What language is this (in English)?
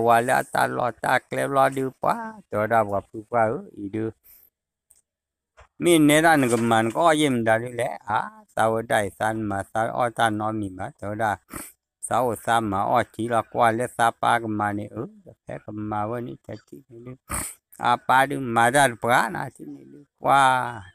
S'gaw Karen